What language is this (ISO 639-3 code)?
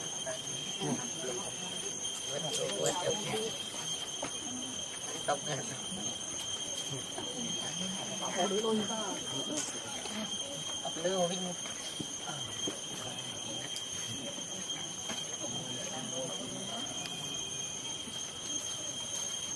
vie